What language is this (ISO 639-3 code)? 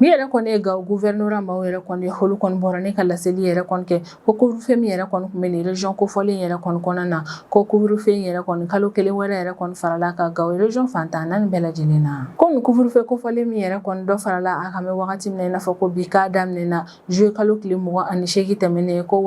bam